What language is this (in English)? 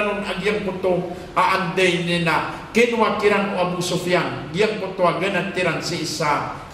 Maranao